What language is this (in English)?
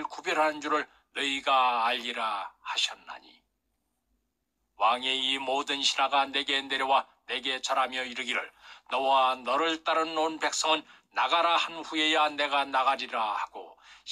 Korean